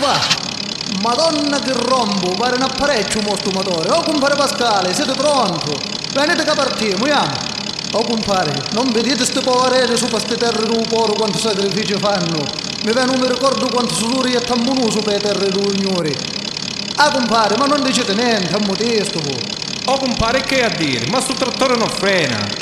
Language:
Sicilian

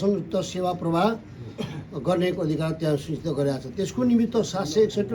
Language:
Nepali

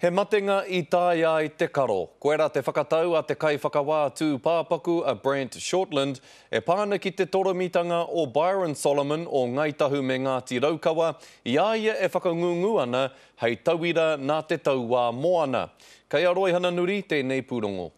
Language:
Māori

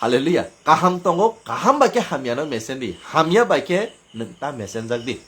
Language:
Kok Borok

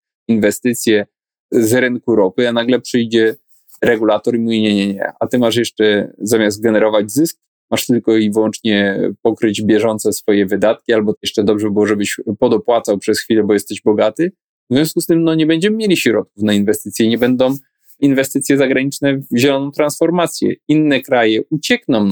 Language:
Polish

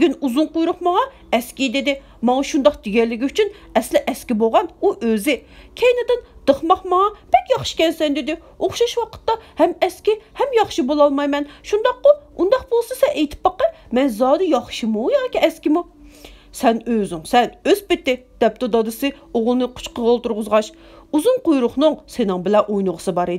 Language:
Uyghur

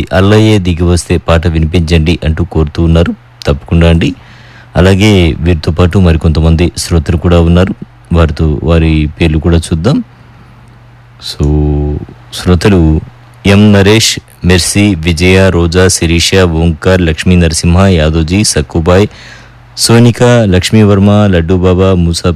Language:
Telugu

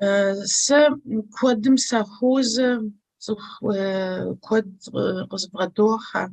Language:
Kabardian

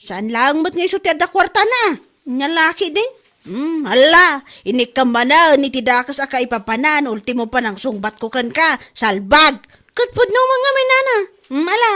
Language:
Iloko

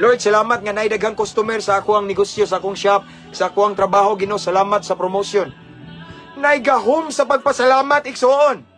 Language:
Cebuano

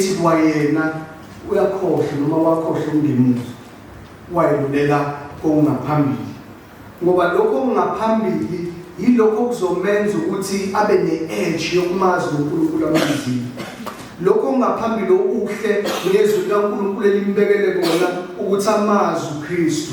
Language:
Zulu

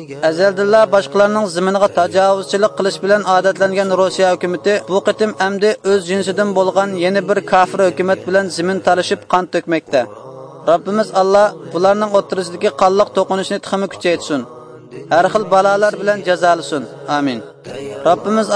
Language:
Uyghur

